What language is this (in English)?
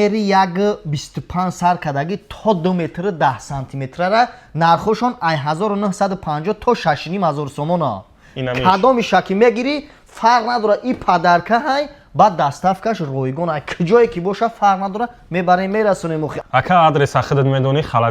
Tajik